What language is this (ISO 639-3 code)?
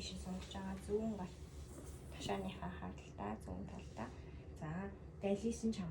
mon